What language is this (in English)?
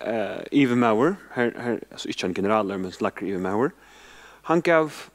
Faroese